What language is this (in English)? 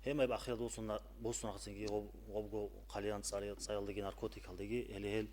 Avaric